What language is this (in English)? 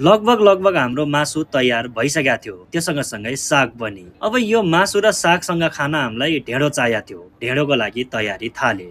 Nepali